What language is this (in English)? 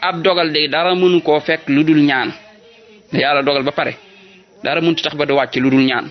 Wolof